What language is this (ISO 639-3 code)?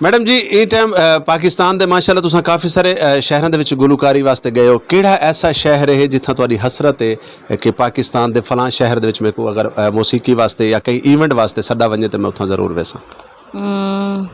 skr